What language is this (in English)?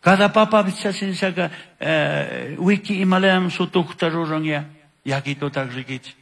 Chimborazo Highland Quichua